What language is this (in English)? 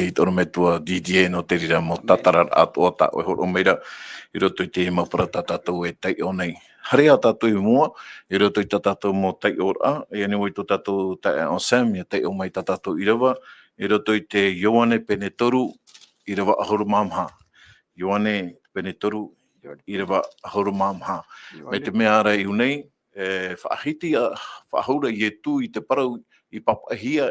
Tahitian